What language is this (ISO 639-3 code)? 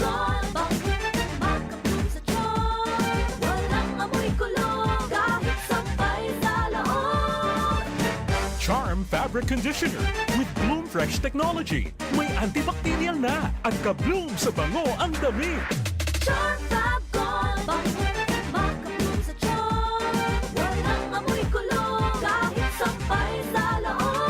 bik